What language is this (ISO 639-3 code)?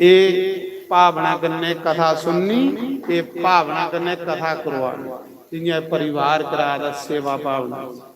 doi